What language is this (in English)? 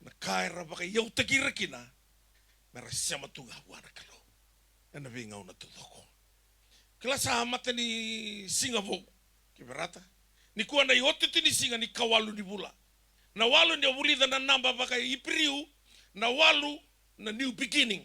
Fijian